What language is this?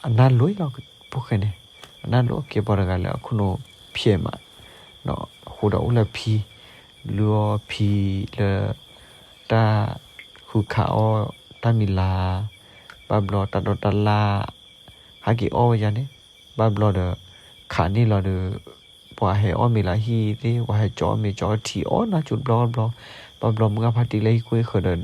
S'gaw Karen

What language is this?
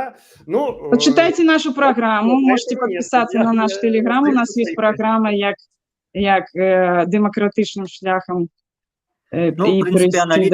Belarusian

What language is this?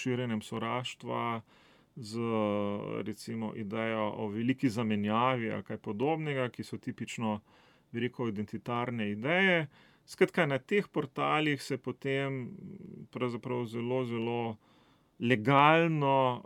Slovenian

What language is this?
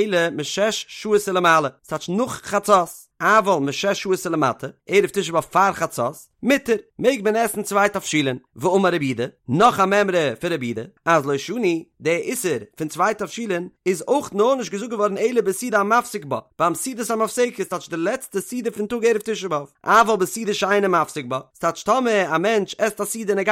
Yiddish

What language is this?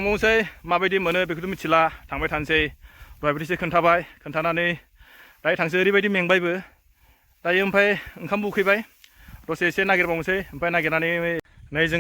Bodo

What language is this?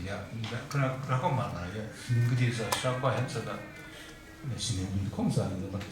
Kachin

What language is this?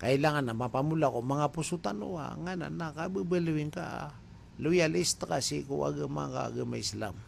Maranao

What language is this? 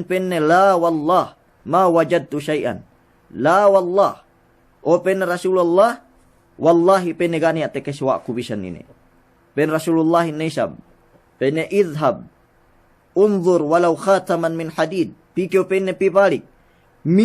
Yakan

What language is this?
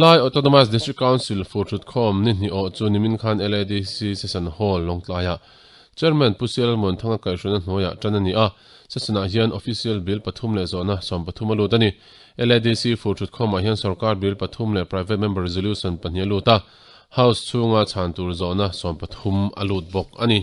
Mizo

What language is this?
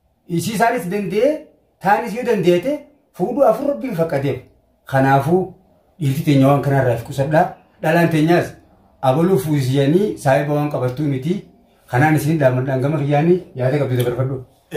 Oromo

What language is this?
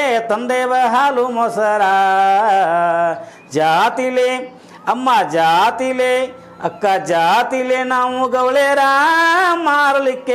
Kannada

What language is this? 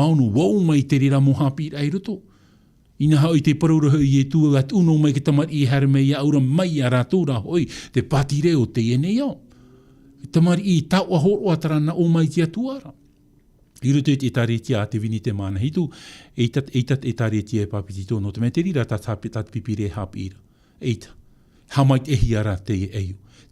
Tahitian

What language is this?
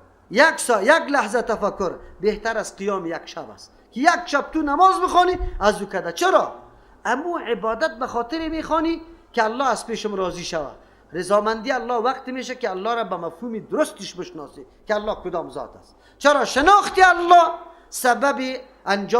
Persian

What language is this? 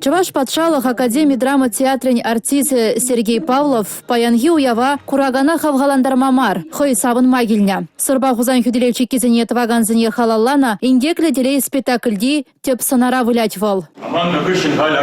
Chuvash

